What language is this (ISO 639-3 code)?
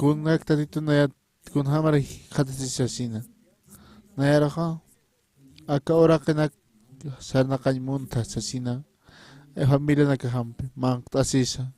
aym